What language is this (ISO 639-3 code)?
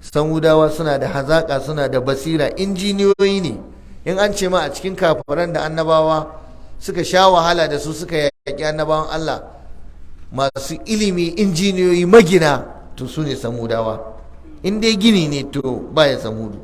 hau